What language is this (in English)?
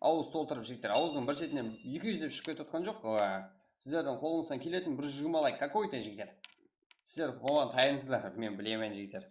Kara-Kalpak